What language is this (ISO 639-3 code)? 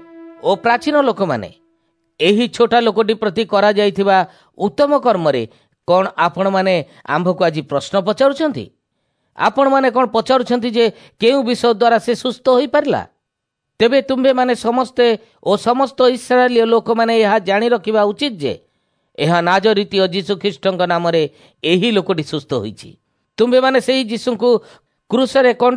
ori